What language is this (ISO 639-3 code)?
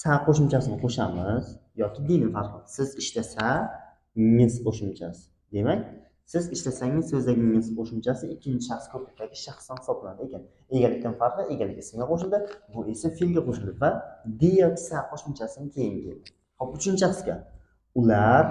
uzb